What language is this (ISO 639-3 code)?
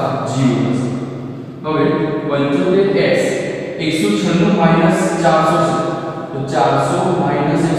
guj